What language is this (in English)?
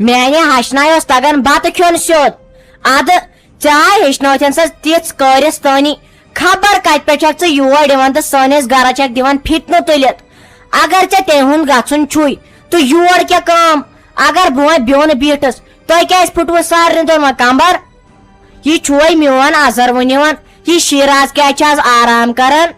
Kashmiri